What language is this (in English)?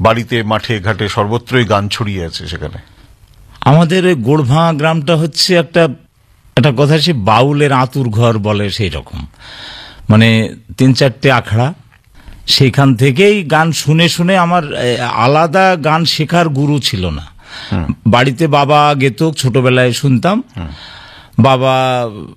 Bangla